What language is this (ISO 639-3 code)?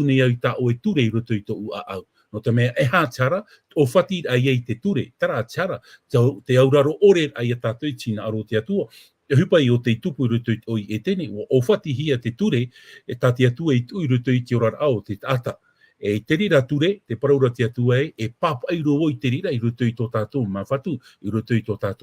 tah